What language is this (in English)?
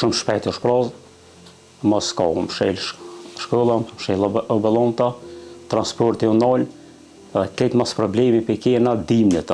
Albanian